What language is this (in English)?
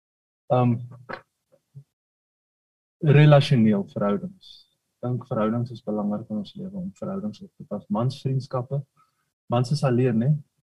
Afrikaans